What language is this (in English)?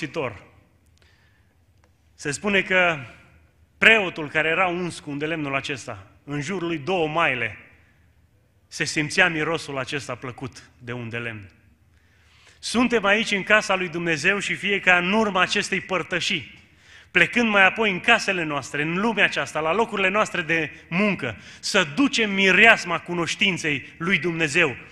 Romanian